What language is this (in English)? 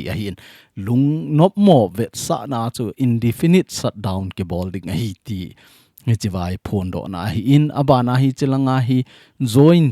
Thado Chin